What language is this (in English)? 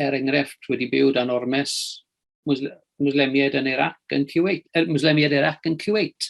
Welsh